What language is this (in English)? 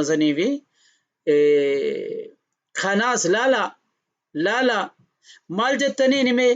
Oromo